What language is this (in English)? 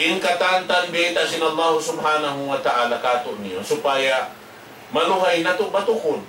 Tausug